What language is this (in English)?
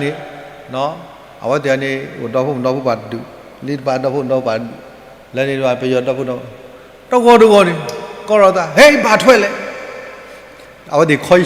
S'gaw Karen